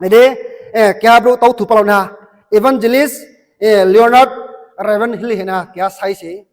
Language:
Riang (India)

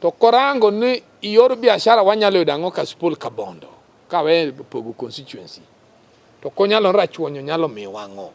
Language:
Luo (Kenya and Tanzania)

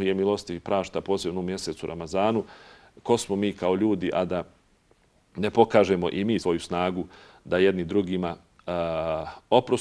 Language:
Bosnian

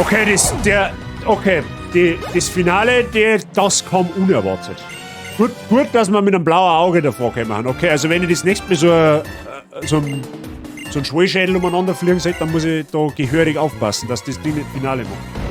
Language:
Bavarian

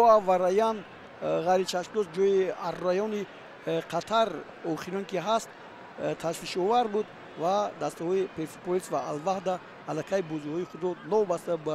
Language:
Tajik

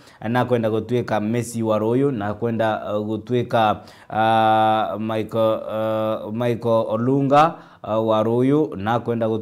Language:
Meru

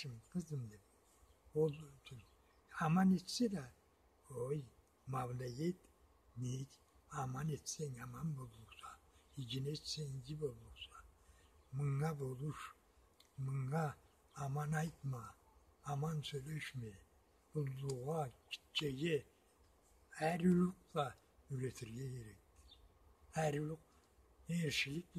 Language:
Karachay-Balkar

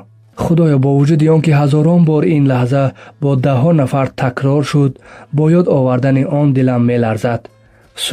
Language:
Tajik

